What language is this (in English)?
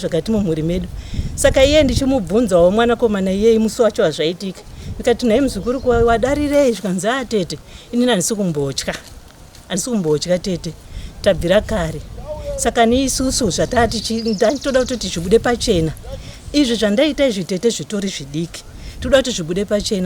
Shona